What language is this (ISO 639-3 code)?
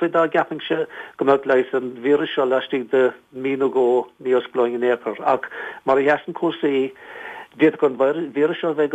gle